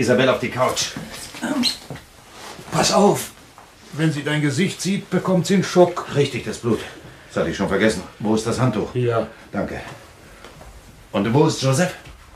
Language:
German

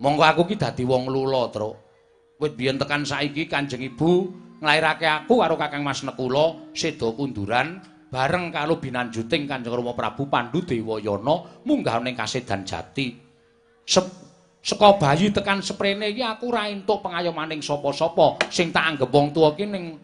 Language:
Javanese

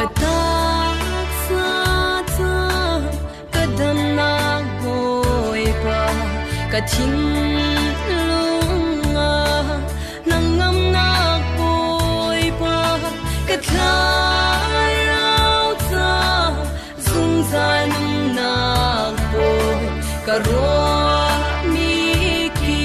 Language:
Falam Chin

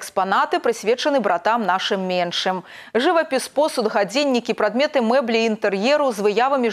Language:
Belarusian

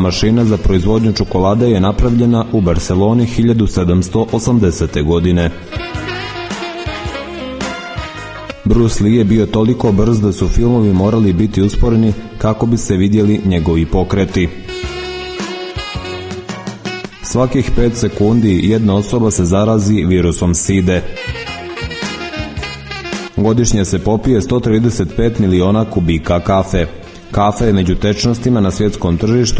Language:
Serbian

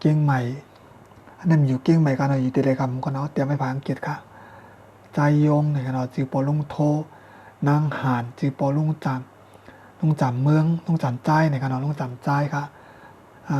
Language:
Shan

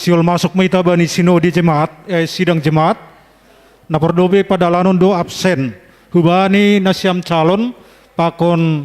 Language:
Batak Simalungun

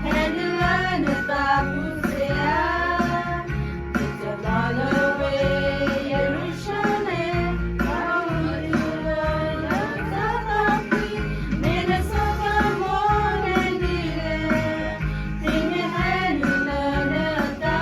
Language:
S'gaw Karen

